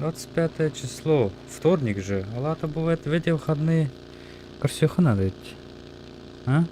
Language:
Yakut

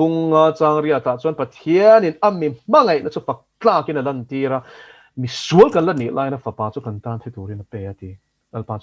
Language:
Mizo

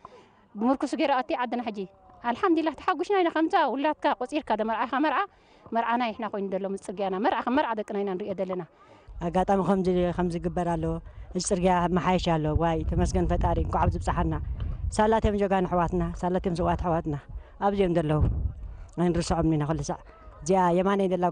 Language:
Tigrinya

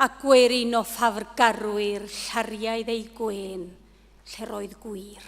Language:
Welsh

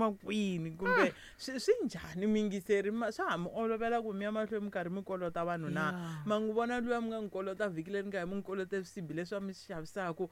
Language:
Tsonga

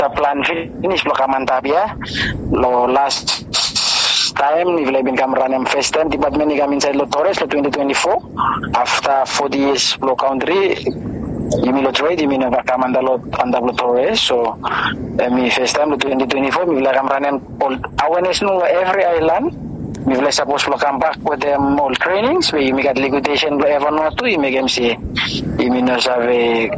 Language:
Bislama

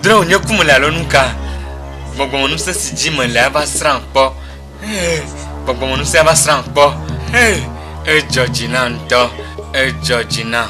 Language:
Ewe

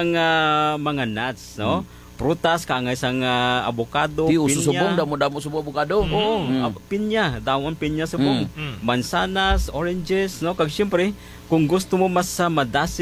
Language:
Hiligaynon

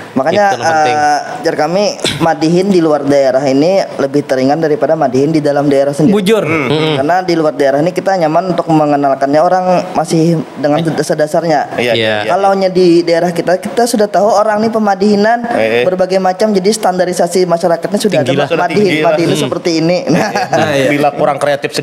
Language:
Banjar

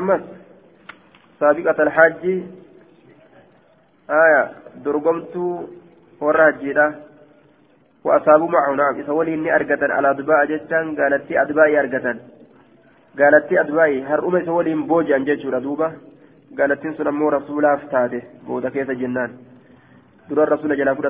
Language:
Oromo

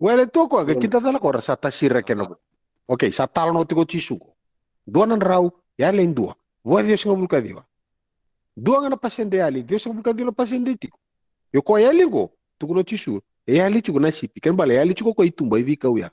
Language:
Fijian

